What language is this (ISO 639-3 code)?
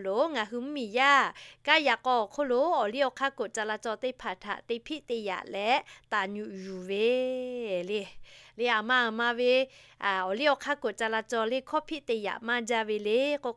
lhu